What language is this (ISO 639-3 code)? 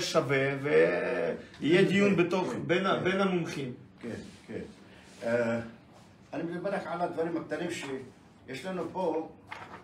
heb